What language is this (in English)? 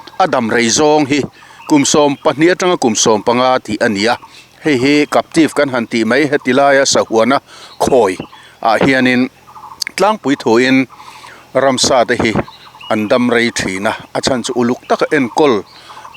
Mizo